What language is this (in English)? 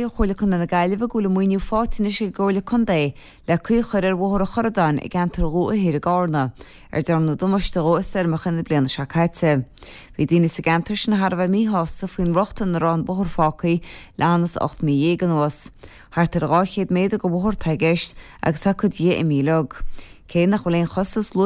Irish